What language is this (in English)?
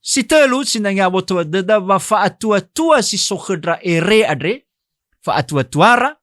Nias